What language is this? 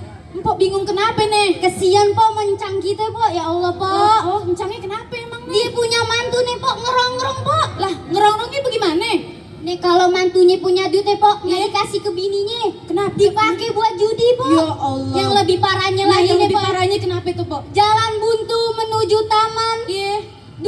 Betawi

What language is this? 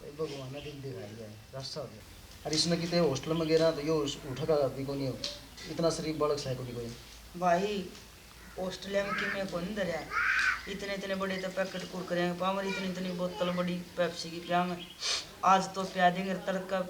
Haryanvi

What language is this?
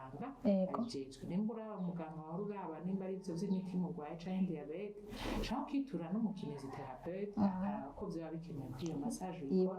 Rundi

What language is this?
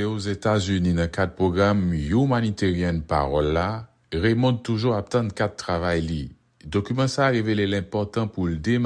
Haitian Creole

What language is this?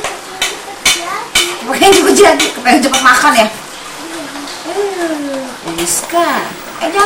Indonesian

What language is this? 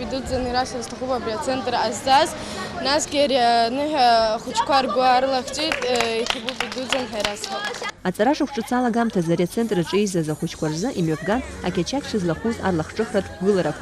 Abkhazian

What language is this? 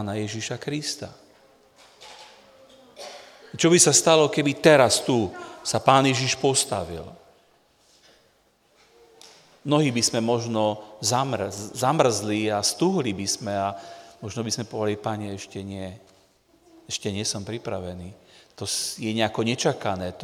Slovak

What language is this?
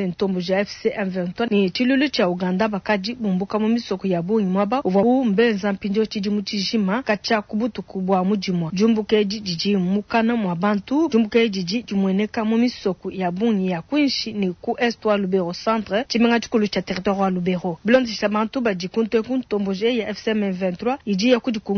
Luba-Lulua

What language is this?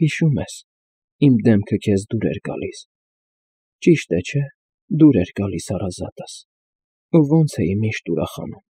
Armenian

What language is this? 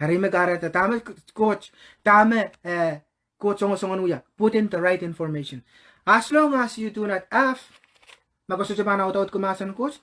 Pohnpeian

